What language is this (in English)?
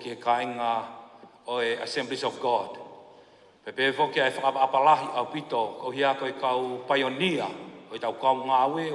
Tongan